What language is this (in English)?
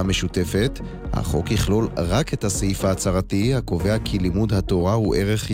Hebrew